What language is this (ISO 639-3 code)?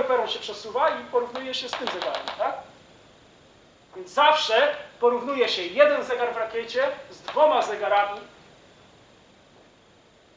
pol